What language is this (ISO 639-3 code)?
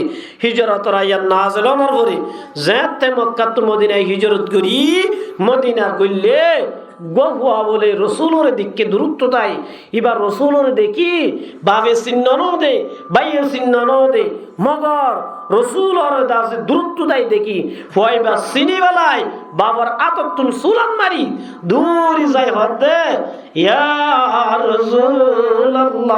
rhg